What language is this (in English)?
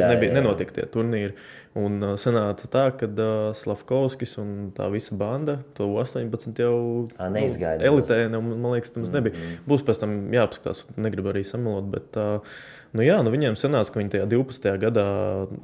Latvian